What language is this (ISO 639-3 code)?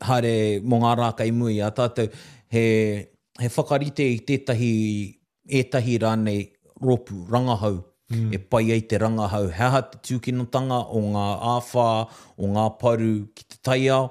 mri